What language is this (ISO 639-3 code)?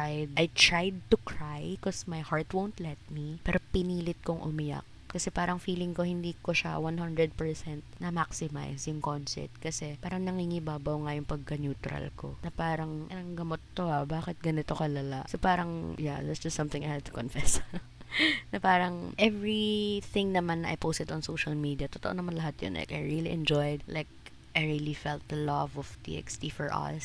fil